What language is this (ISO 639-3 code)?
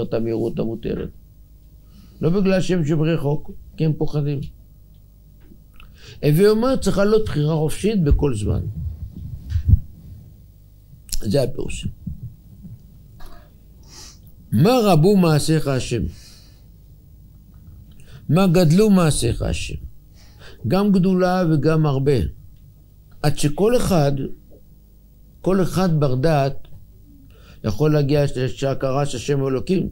heb